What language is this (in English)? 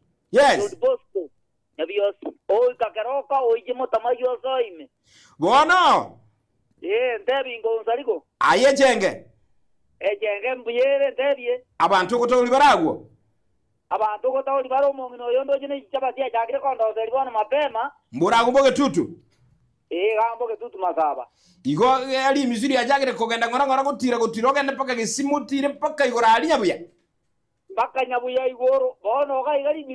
Gusii